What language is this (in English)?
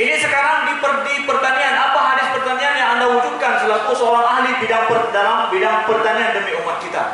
Achinese